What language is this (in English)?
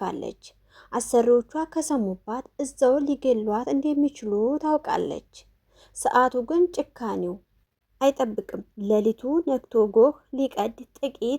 Amharic